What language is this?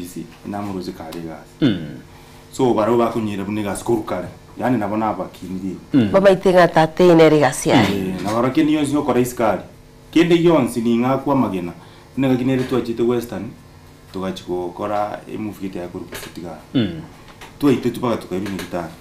Gusii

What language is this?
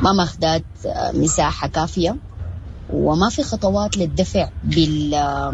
Sudanese Arabic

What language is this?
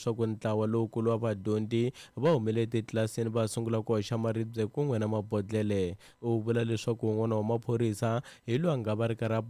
Tsonga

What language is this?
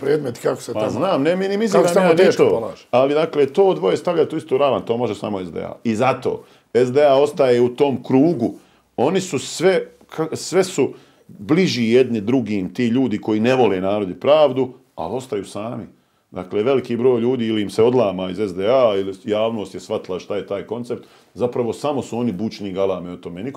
Bosnian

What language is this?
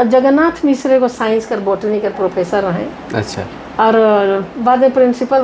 Sadri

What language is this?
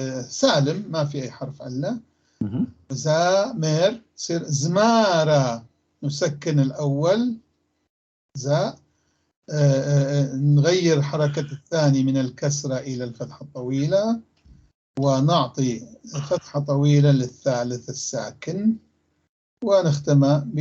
North Levantine Arabic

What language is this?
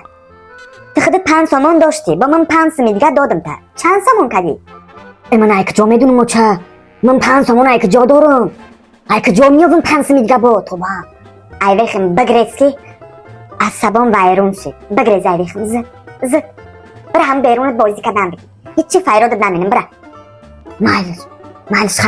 Tajik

